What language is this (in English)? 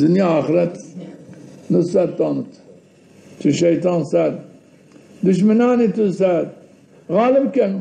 Zaza